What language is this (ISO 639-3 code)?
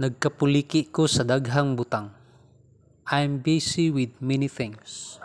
ceb